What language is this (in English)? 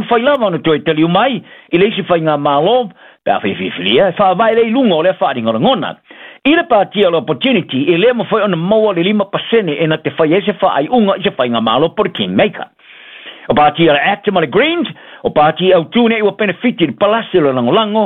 Samoan